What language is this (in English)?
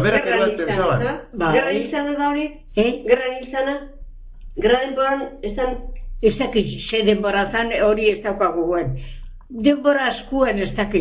Basque